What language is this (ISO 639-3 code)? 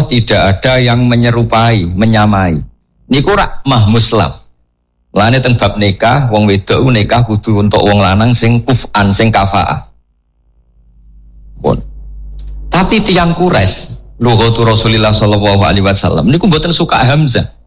jav